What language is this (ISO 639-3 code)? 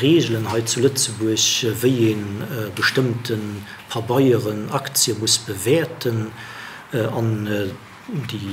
ltz